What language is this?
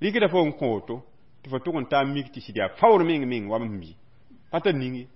Mossi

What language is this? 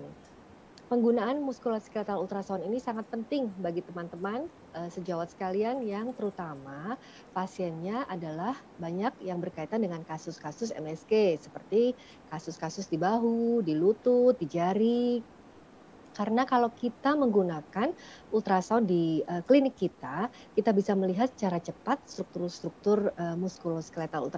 Indonesian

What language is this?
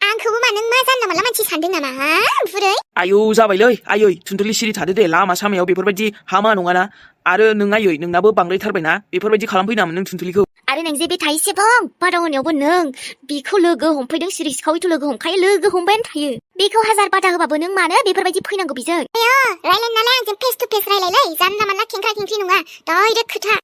Bodo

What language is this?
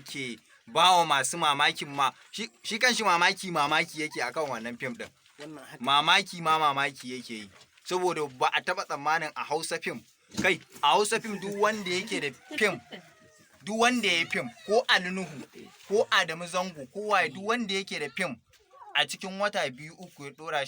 Hausa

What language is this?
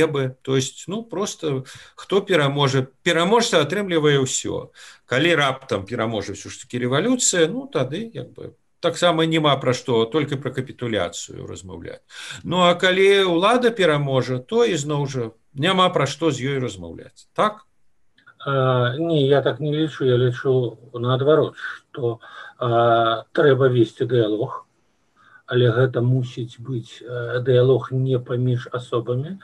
Belarusian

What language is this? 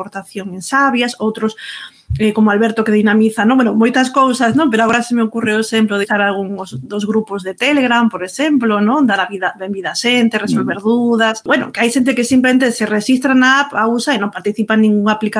Galician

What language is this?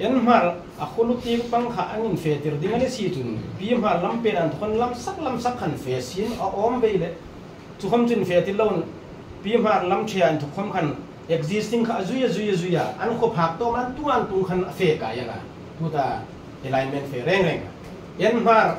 Hmar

